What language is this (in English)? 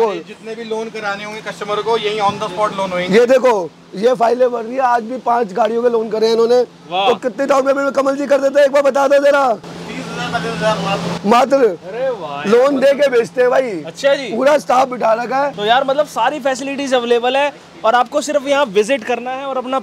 Hindi